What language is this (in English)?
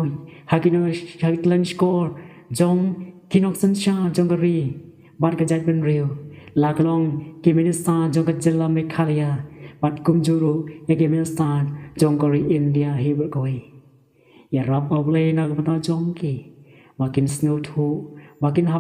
Khasi